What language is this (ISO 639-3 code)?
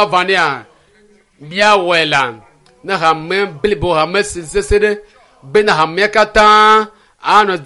ewe